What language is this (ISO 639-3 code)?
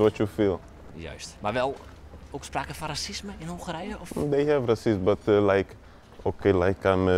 fry